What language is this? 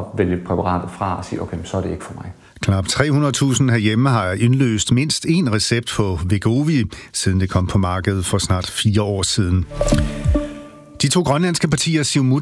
Danish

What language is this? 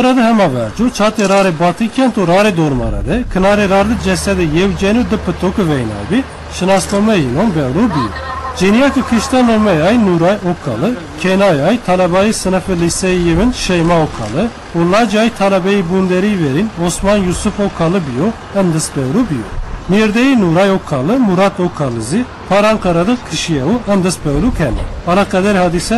Zaza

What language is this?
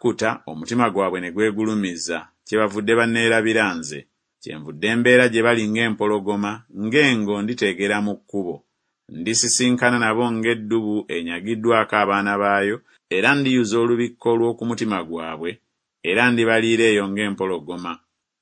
Ganda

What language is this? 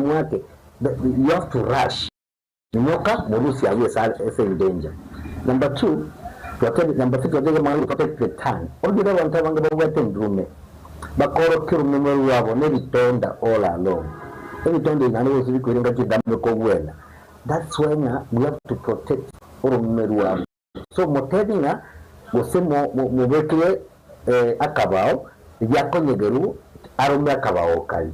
Gusii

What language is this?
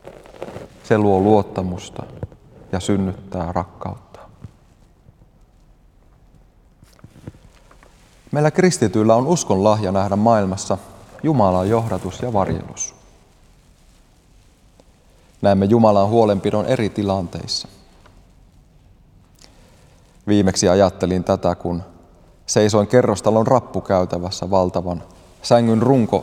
Finnish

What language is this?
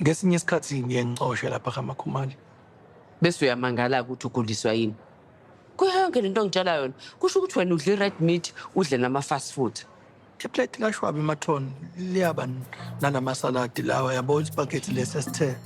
Zulu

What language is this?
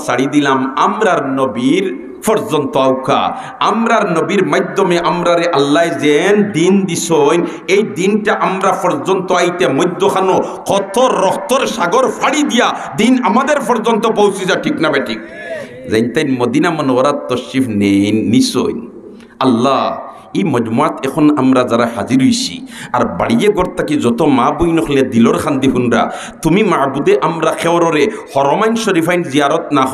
Sylheti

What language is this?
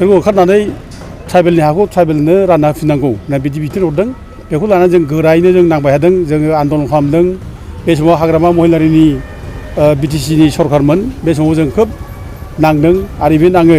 Bodo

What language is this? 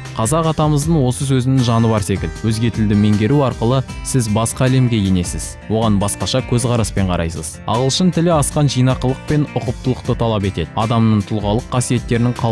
Kazakh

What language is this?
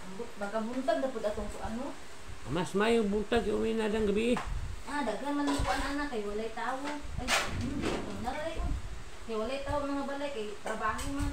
Cebuano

